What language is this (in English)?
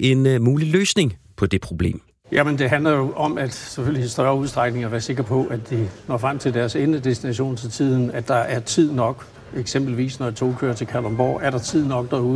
Danish